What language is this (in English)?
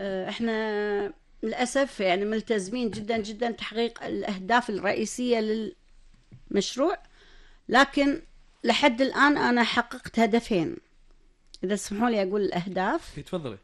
Gulf Arabic